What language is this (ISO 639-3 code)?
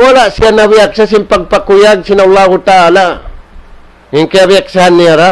tsg